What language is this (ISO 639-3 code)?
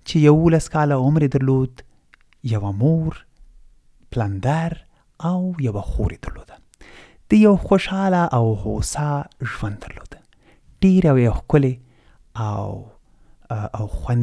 pus